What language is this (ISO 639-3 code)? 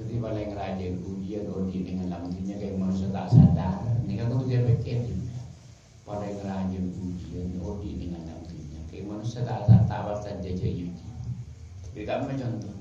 mad